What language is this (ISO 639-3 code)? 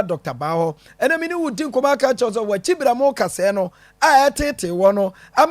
aka